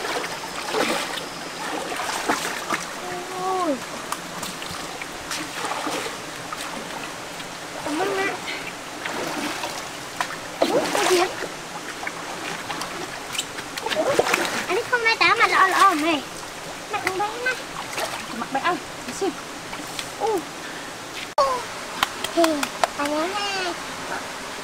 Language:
Vietnamese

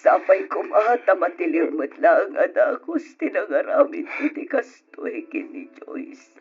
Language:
Iloko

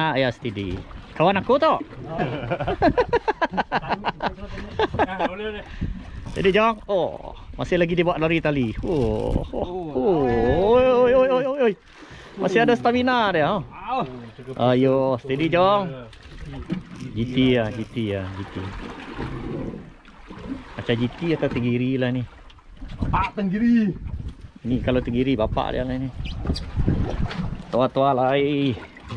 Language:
Malay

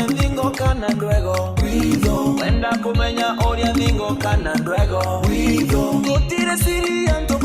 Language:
Meru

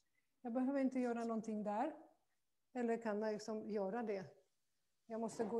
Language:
Swedish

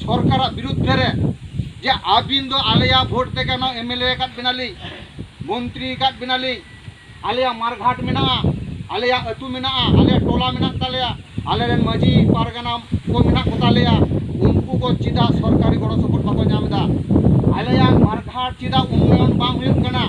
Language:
Santali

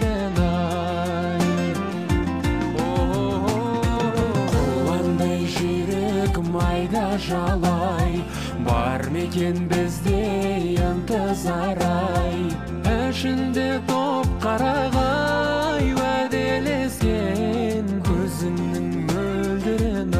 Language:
Kazakh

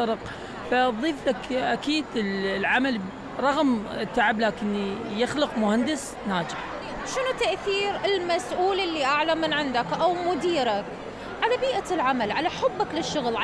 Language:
Mesopotamian Arabic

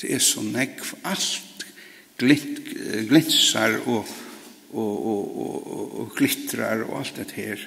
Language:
Faroese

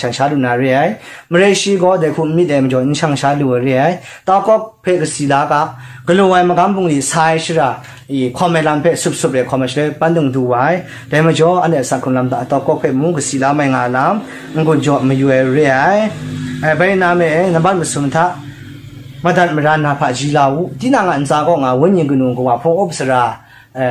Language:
Kachin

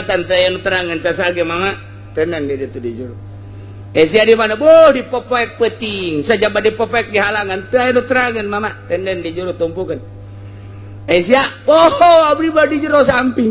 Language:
Sundanese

